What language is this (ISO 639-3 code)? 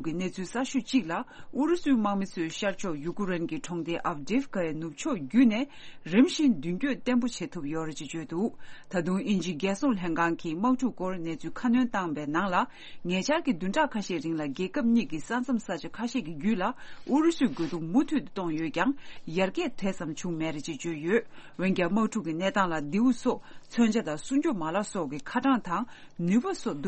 bod